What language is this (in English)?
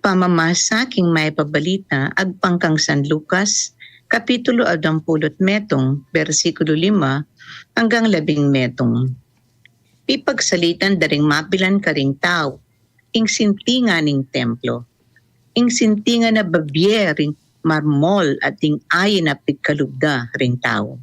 Pampanga